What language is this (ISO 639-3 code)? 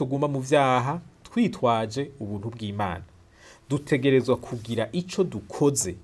run